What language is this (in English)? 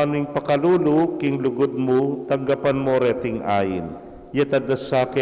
Pampanga